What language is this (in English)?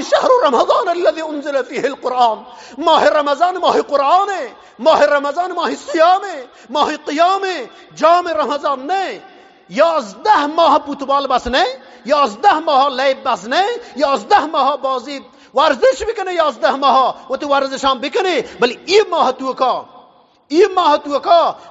Eastern Balochi